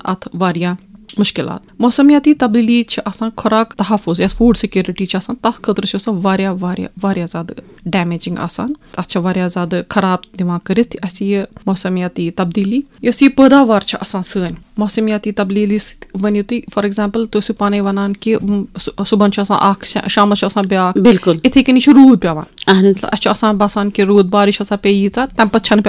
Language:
Kashmiri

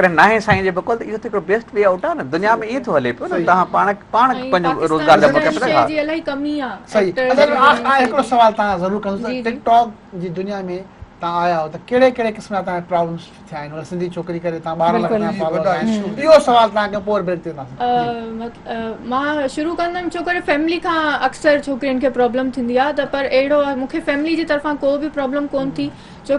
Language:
Sindhi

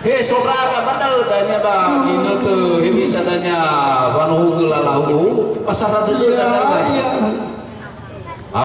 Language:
Nias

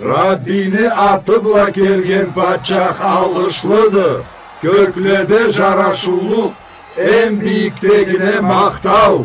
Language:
Karachay-Balkar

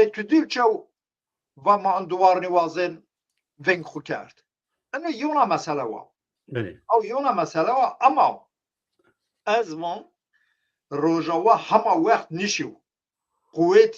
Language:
Zaza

